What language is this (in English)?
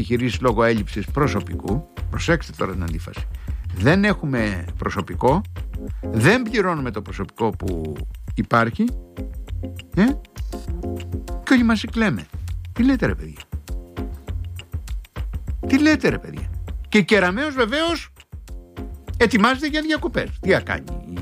Greek